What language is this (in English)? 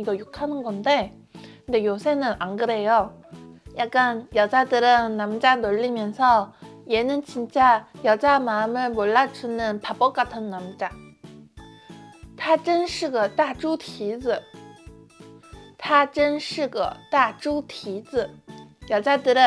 Korean